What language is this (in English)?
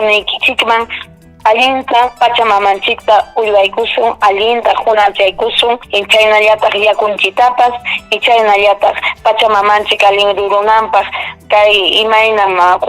Ayacucho Quechua